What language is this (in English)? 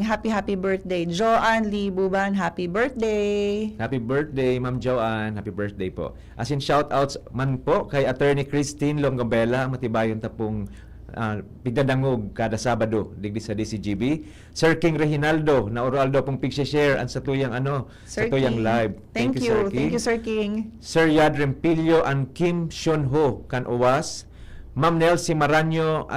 Bikol